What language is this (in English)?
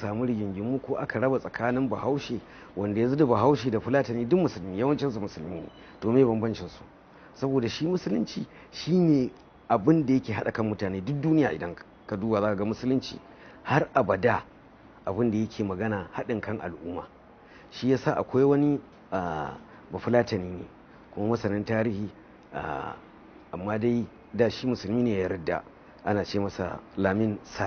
Hausa